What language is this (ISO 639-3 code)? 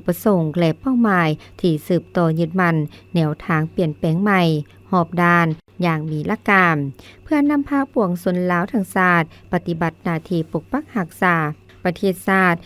lao